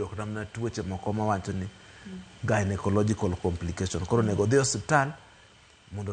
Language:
Luo (Kenya and Tanzania)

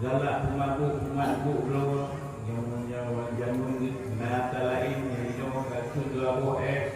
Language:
Achinese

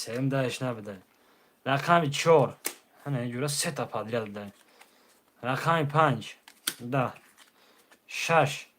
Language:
Tajik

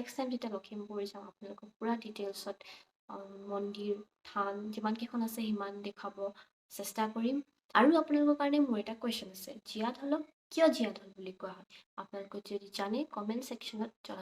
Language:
Assamese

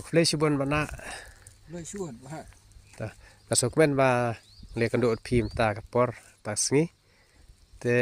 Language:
Khasi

